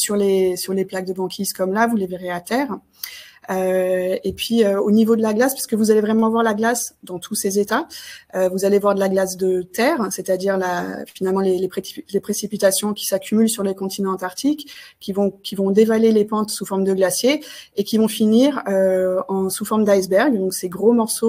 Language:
French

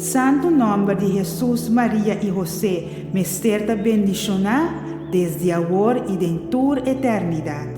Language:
Papiamento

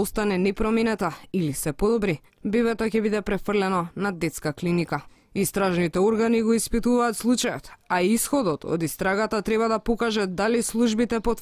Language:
Macedonian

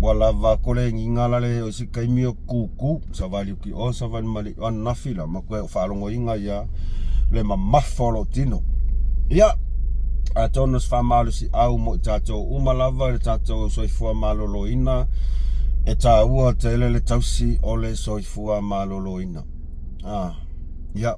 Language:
Samoan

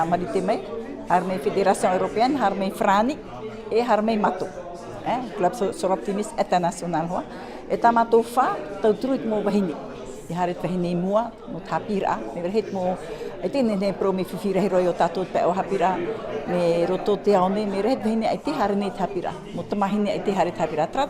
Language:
Tahitian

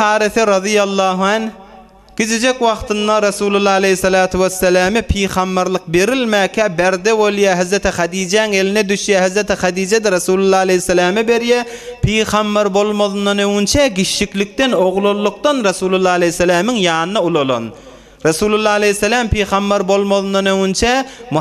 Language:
Turkmen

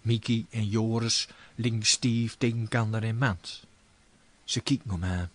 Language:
Gronings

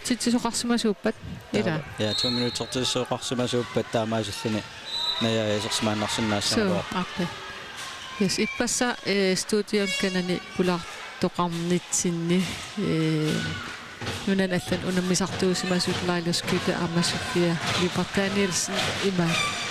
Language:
Kalaallisut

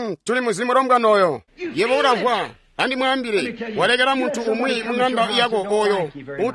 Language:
Tonga (Zambia)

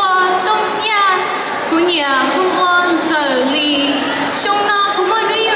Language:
Hmong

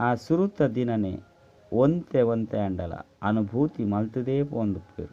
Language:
Tulu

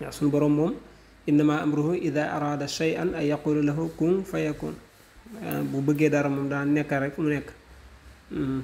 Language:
Wolof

